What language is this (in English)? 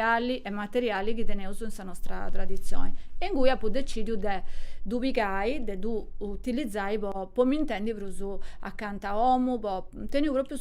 Sardinian